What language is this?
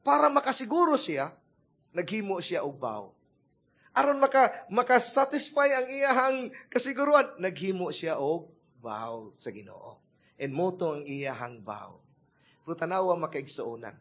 Cebuano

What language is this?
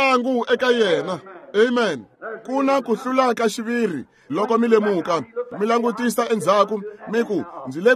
Tsonga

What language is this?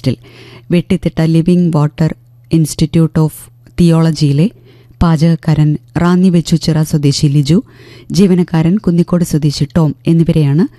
Malayalam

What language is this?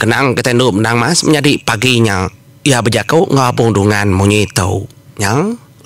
Iban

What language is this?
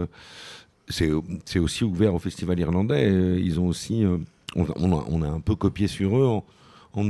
French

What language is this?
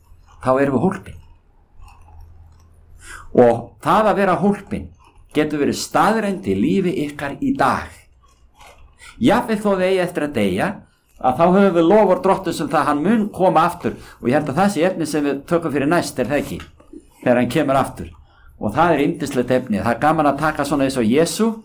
Icelandic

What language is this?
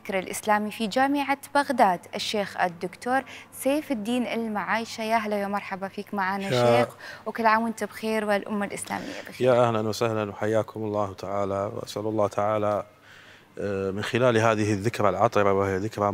Mesopotamian Arabic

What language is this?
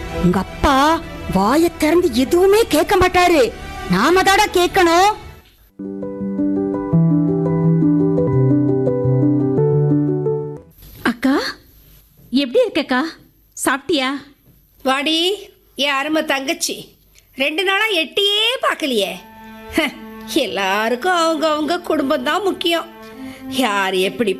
Tamil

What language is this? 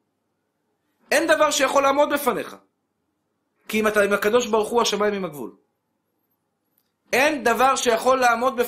Hebrew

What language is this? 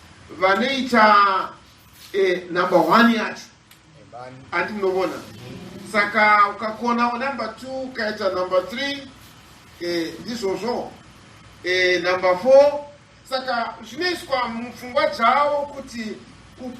Shona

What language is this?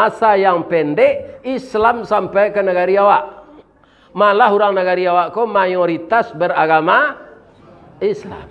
Minangkabau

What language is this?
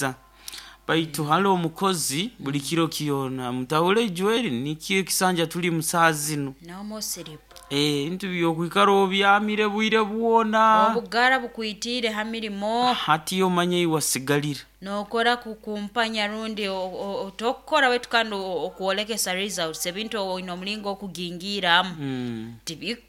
Nyoro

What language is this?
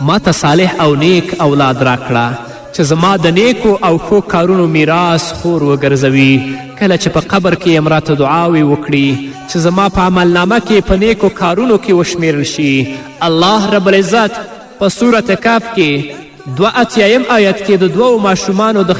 Pashto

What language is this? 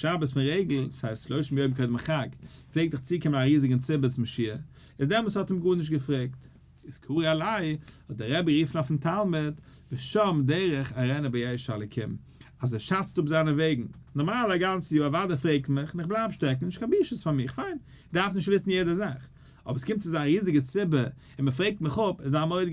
Yiddish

